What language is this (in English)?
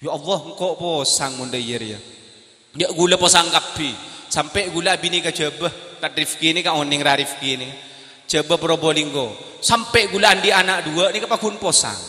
Madurese